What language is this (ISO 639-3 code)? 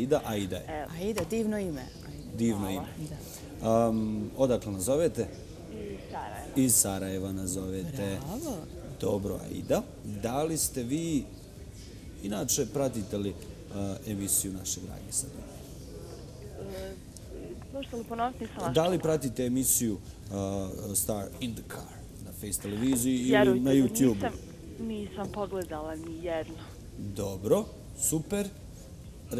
bos